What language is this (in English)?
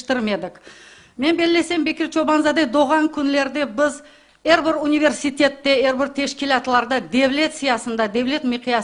Crimean Tatar